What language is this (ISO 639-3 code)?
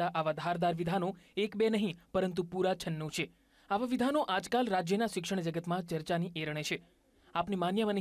guj